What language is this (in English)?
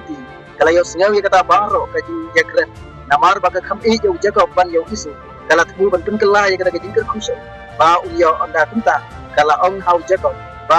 Khasi